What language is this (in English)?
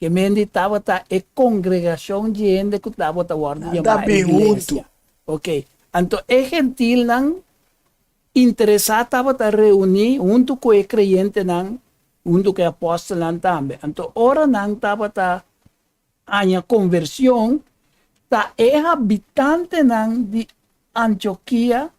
Papiamento